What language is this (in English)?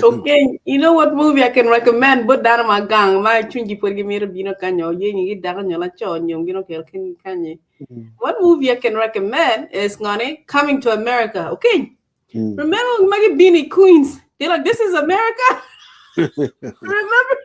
Acoli